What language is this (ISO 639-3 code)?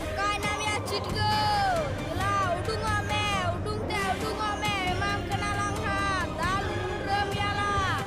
sat